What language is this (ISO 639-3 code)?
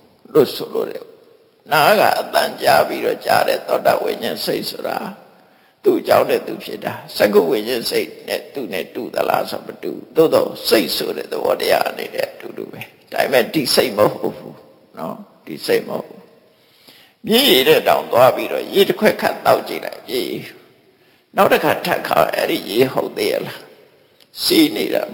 mya